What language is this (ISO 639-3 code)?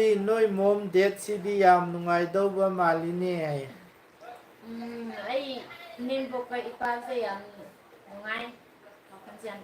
mni